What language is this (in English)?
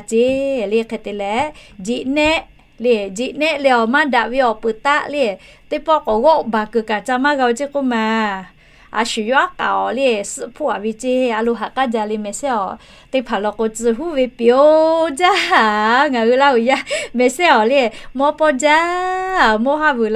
Lahu